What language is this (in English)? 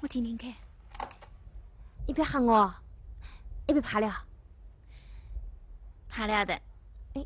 Wu Chinese